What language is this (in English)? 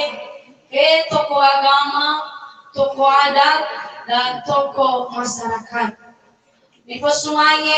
Nias